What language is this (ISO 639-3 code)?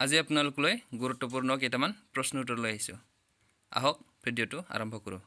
asm